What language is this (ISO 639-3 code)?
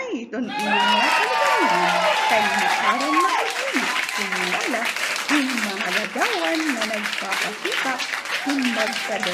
war